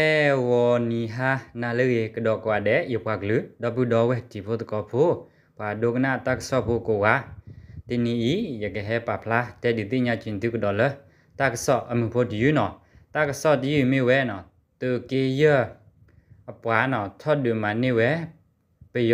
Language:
S'gaw Karen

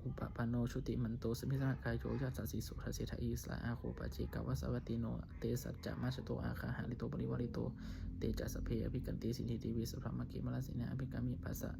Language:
Pali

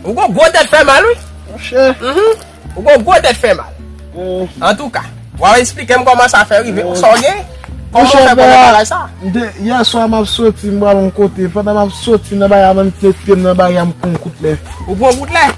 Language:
Haitian Creole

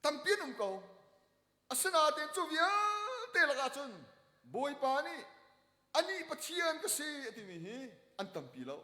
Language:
Hakha Chin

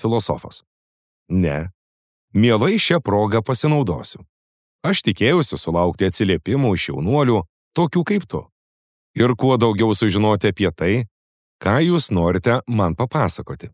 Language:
Lithuanian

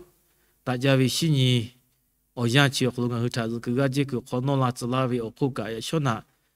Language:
Lahu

